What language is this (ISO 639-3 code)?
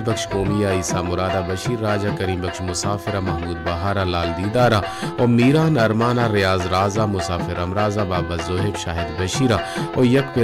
bal